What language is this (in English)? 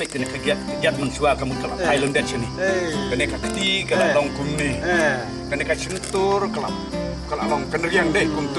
Khasi